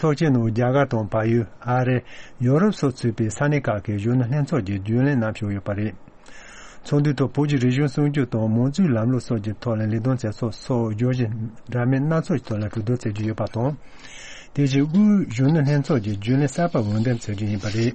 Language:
Tibetan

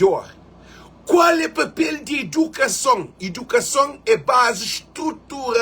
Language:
Kabuverdianu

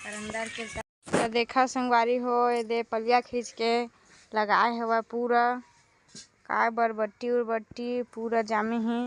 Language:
Chhattisgarhi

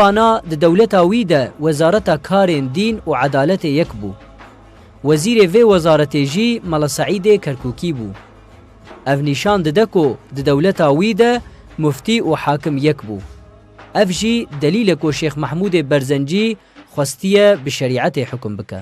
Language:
Kurdish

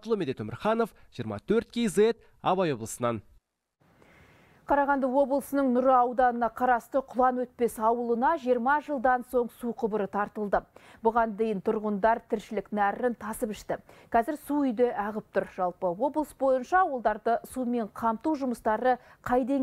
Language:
Kazakh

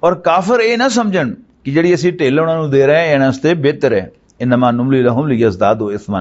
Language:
Western Panjabi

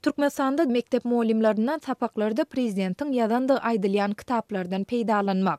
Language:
Turkmen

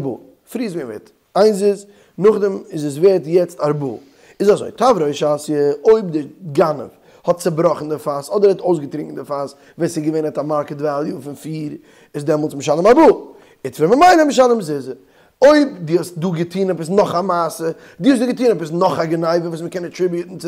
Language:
Yiddish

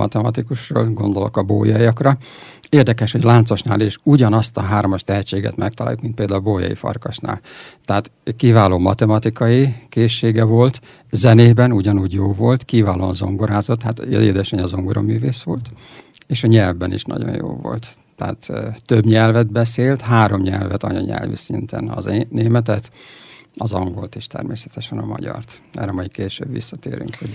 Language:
Hungarian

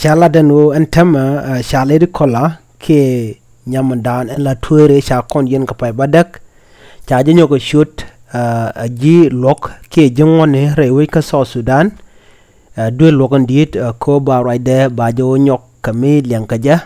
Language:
Nuer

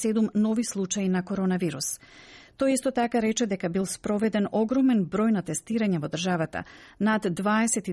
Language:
Macedonian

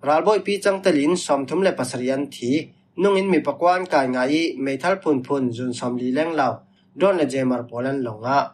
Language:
Falam Chin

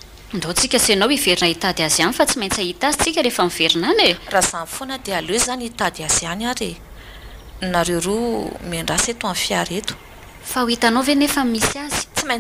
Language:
Malagasy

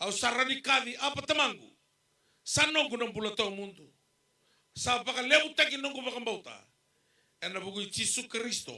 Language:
Fijian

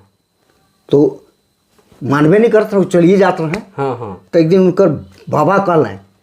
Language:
Sadri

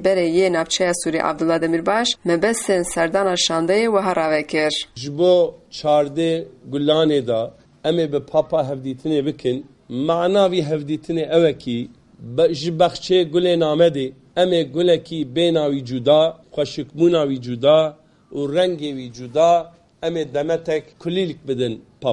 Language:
Kurdish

